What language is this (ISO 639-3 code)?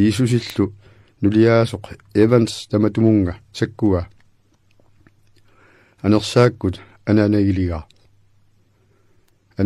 kal